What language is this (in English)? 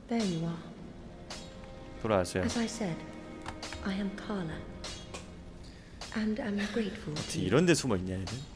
Korean